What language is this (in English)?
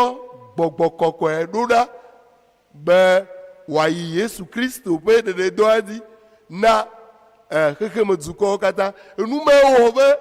Ewe